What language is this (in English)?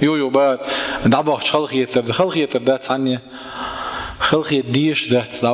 Chechen